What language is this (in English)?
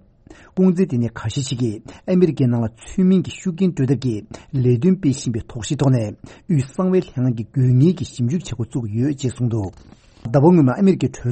Tibetan